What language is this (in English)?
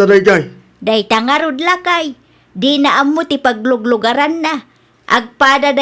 Iloko